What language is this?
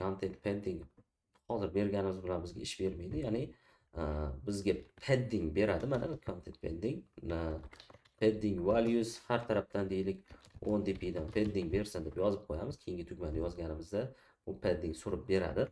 Uzbek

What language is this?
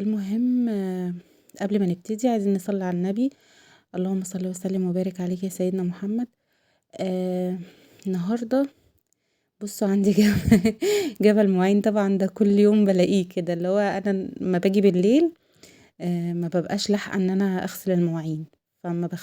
Egyptian Arabic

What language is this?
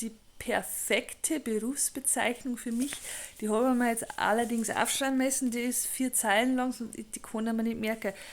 Bavarian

